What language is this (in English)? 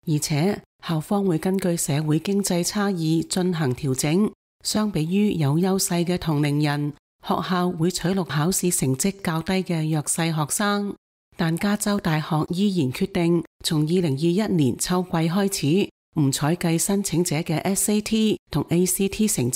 Cantonese